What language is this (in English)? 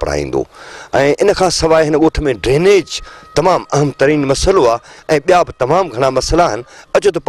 Sindhi